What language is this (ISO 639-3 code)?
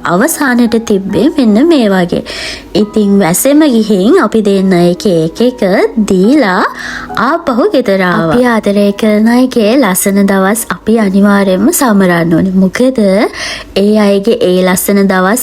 sin